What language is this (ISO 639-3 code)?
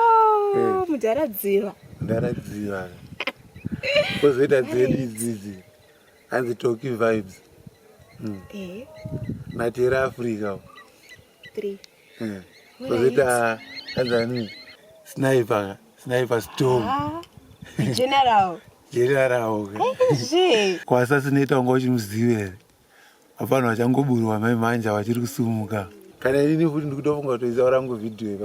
sna